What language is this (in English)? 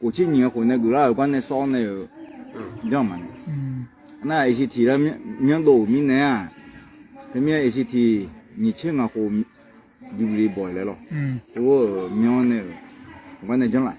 Akha